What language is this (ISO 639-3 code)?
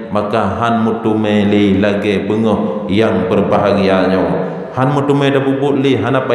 ace